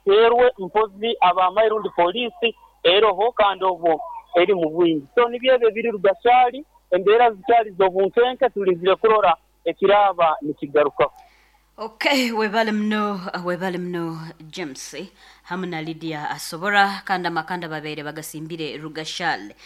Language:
Nyoro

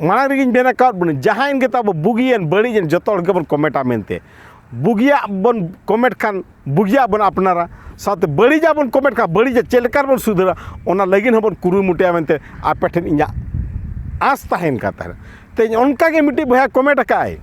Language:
Santali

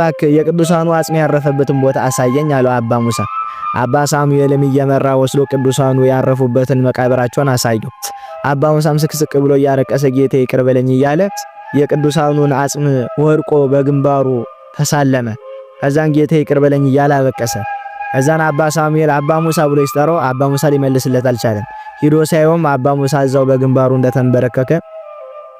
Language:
Amharic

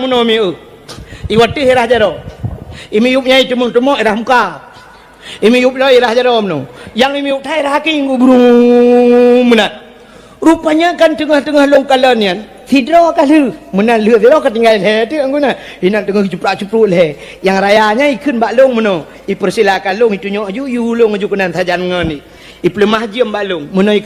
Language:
Achinese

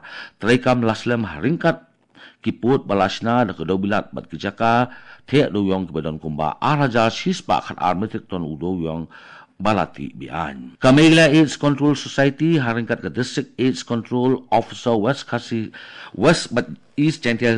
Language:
Khasi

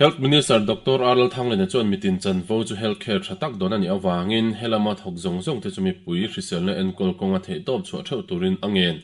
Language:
Mizo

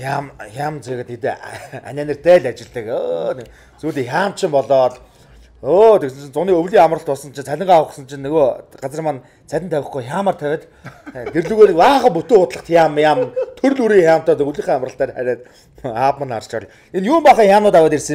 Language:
Mongolian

